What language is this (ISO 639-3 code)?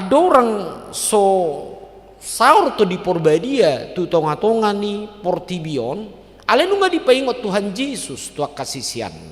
bbc